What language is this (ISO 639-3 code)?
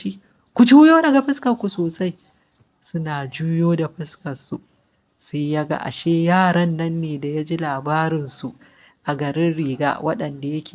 hau